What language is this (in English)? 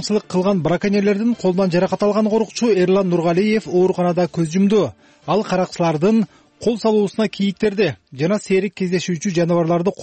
Kyrgyz